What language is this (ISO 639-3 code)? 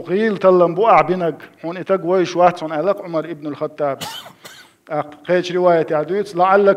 che